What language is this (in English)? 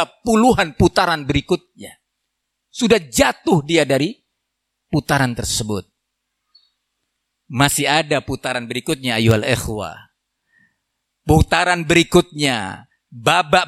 Indonesian